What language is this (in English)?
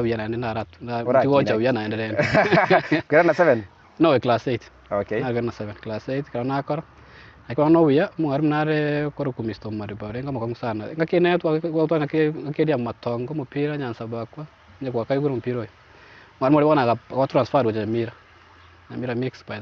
Gusii